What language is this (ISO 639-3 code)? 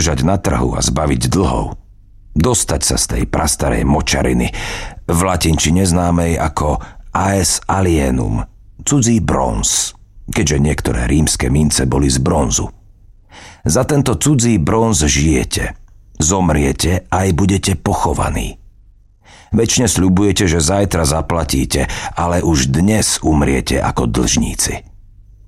slk